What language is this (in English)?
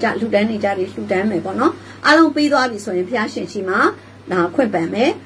Burmese